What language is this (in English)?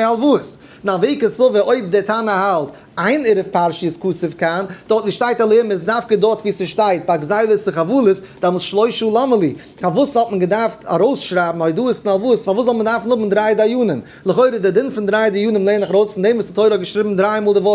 Yiddish